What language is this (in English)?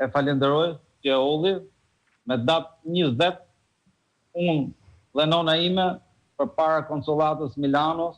Albanian